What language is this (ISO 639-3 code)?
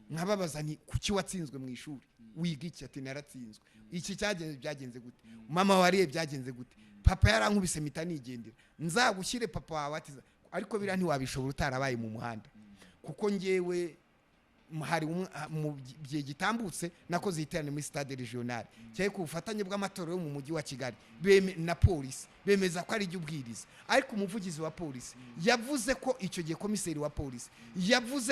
kin